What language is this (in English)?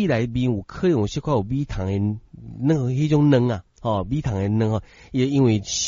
Min Nan Chinese